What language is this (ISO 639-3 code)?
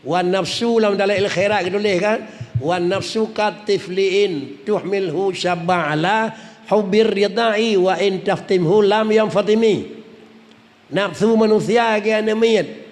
ace